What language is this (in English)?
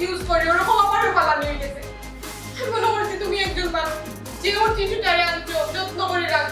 Sylheti